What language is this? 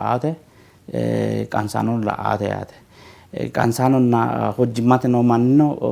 Sidamo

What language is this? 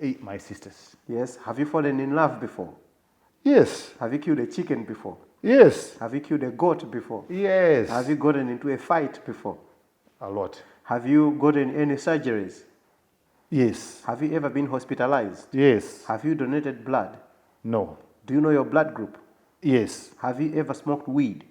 Nyanja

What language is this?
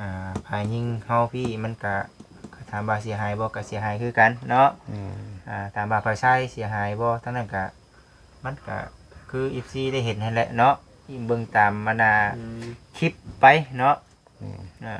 Northeastern Thai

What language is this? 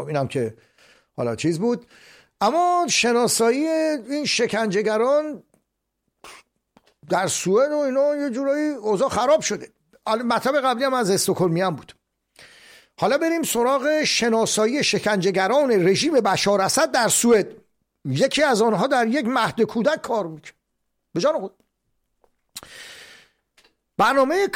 Persian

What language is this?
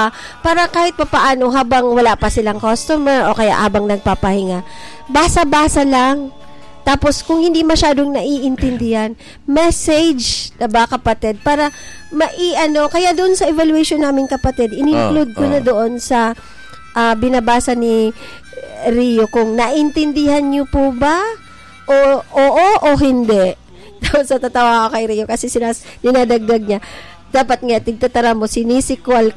Filipino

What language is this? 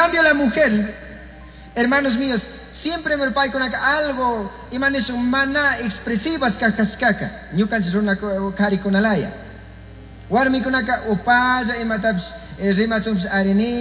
Chimborazo Highland Quichua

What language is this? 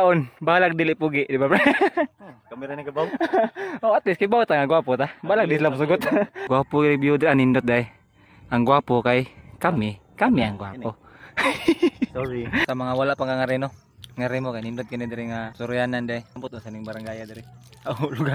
Cebuano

